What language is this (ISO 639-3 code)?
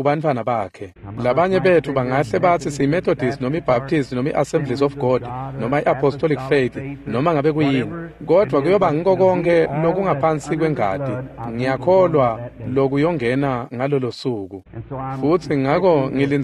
ssw